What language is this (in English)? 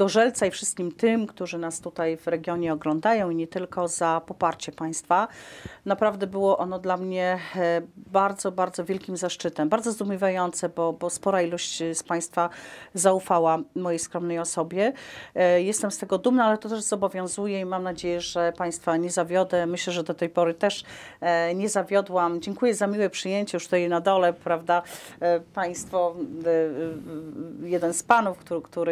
Polish